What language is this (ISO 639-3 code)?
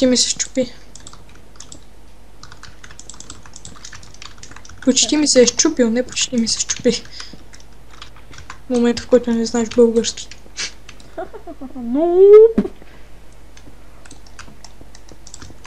bul